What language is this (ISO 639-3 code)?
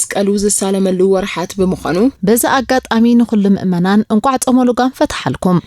tir